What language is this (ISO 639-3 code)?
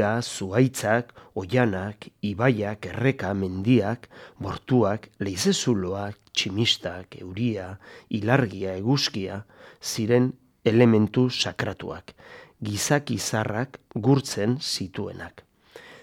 eus